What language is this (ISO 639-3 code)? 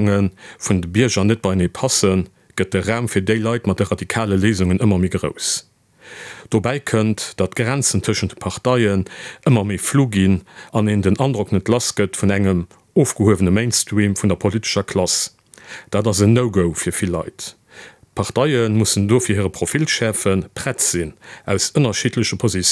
ltz